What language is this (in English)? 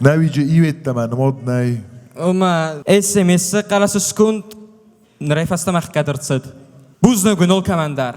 Ossetic